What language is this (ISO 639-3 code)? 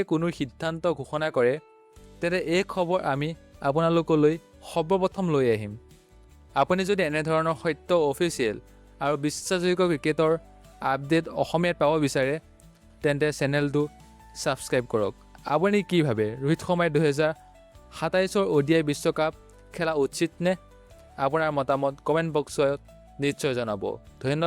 asm